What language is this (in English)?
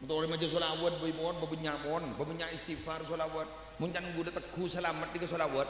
Madurese